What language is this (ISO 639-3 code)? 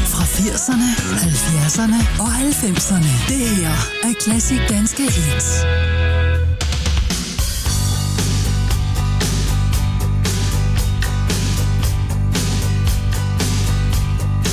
dan